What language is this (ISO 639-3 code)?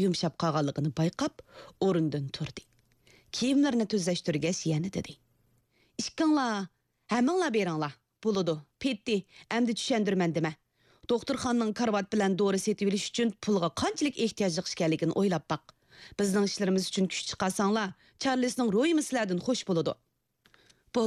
uig